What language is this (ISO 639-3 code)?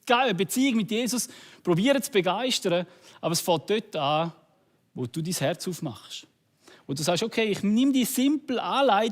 gsw